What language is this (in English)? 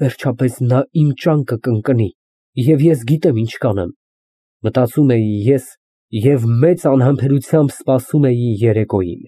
Armenian